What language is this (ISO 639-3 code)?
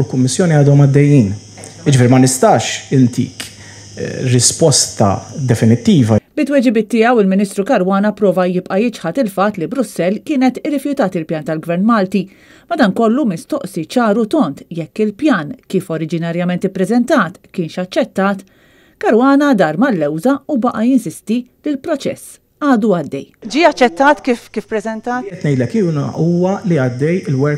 mlt